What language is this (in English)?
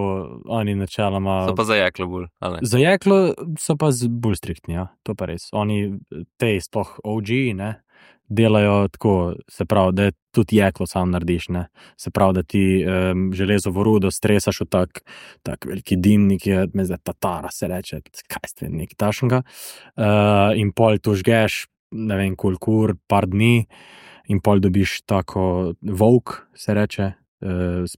Slovenian